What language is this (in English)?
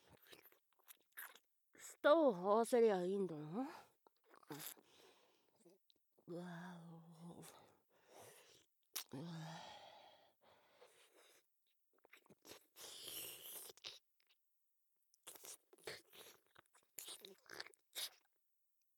Japanese